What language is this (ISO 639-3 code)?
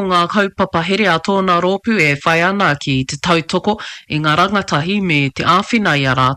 mri